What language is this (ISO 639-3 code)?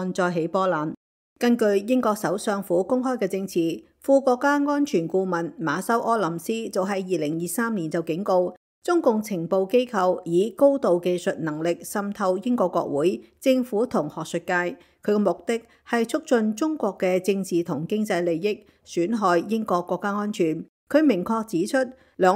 yue